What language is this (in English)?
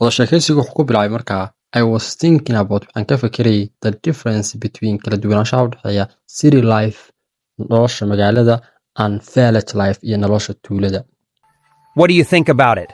Somali